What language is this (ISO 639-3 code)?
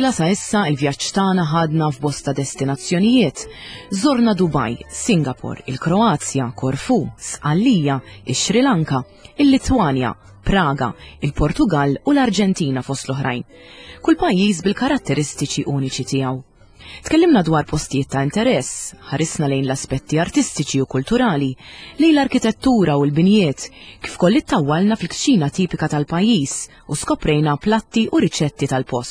mlt